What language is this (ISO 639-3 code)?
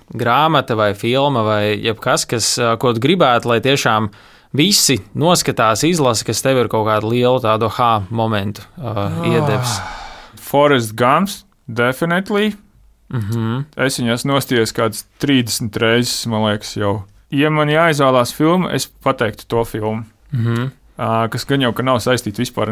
lav